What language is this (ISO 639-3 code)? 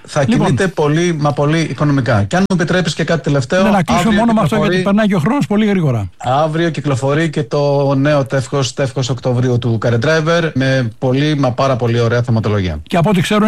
ell